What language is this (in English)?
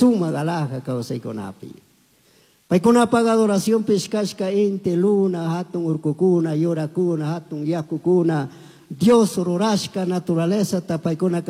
Chimborazo Highland Quichua